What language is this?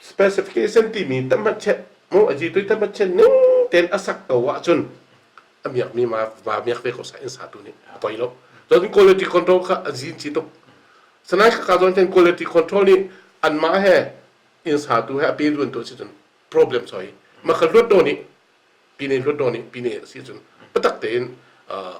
Hakha Chin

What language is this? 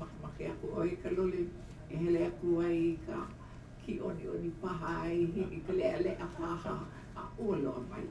Hawaiian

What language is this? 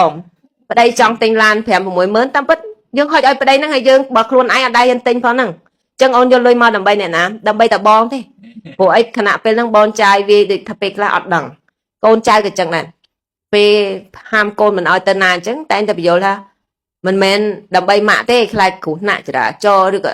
Khmer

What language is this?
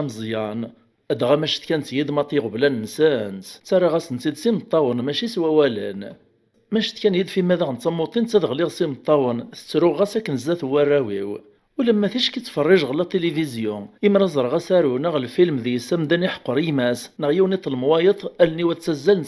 Kabyle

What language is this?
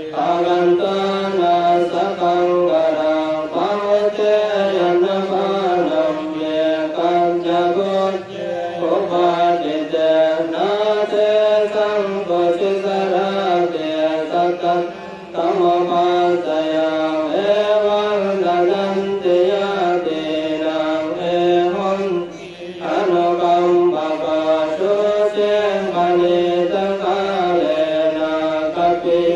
Pali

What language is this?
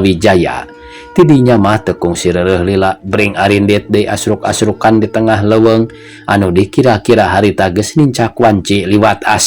Sundanese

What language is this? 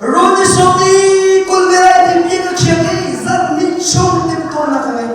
Hakha Chin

